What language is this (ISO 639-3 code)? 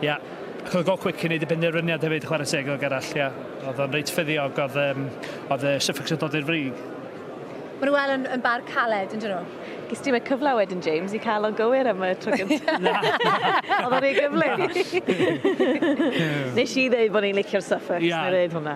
cym